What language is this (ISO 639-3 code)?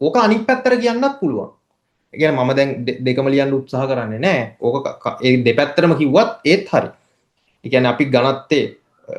sin